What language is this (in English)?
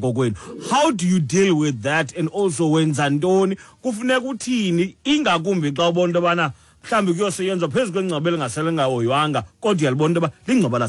Xhosa